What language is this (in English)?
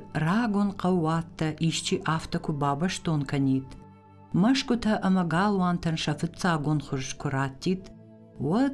Ossetic